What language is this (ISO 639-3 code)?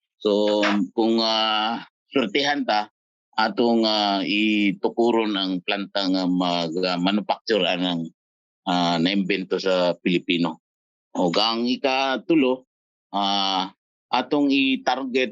ceb